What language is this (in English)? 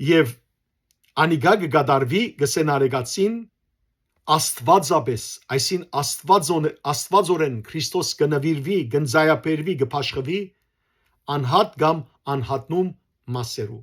Western Armenian